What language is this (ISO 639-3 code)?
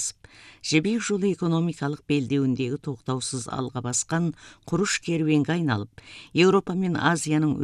kaz